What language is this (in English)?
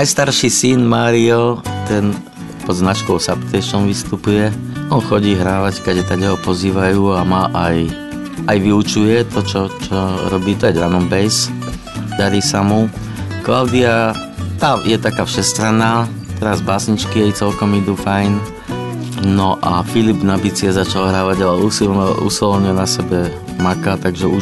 Slovak